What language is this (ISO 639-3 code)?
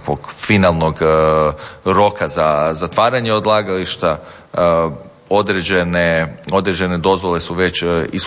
hrv